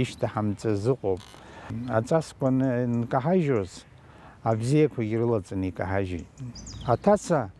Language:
Abkhazian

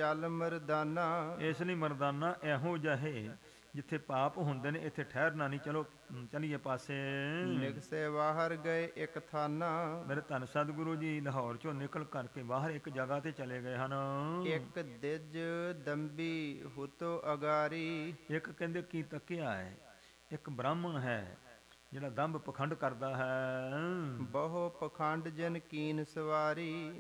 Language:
Punjabi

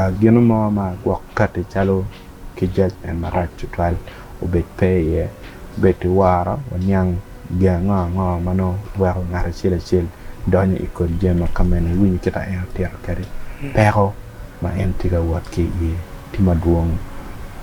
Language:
Acoli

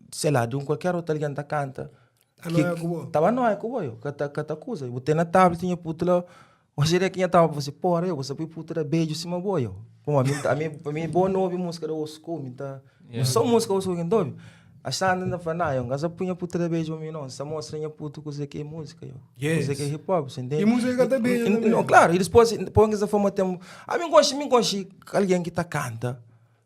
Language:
Kabuverdianu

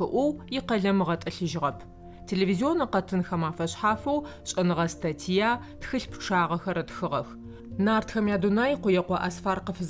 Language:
Adyghe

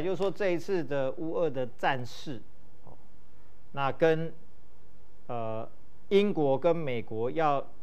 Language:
Chinese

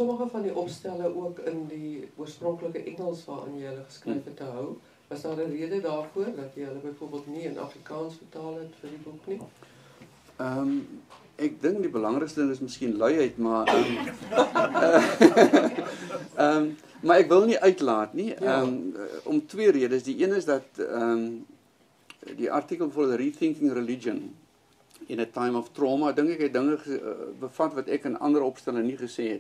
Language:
Afrikaans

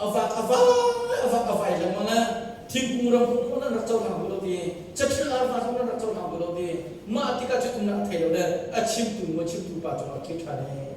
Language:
Hakha Chin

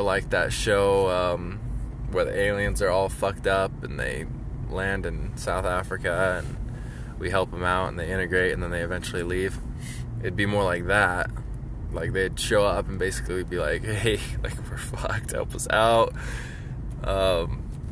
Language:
English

